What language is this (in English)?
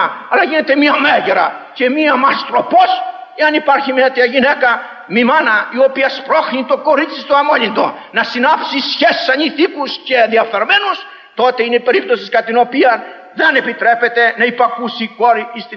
Greek